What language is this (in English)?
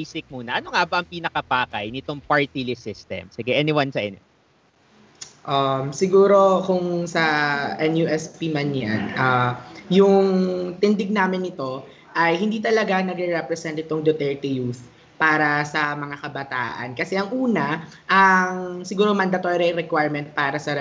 Filipino